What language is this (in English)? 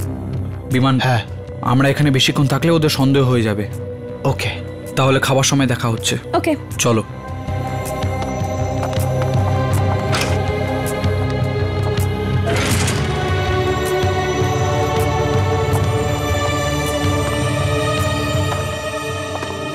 Bangla